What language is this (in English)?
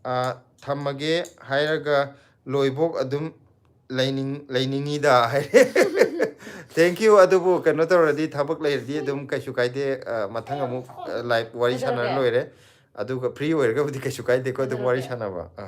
Manipuri